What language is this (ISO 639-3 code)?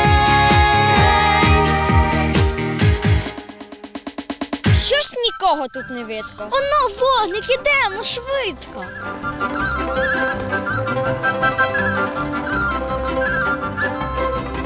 ukr